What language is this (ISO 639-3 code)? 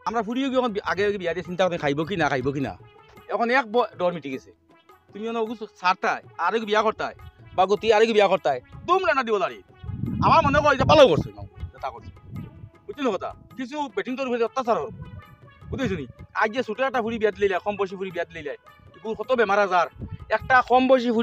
syl